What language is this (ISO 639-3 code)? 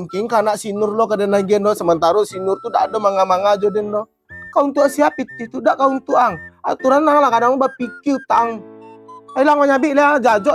min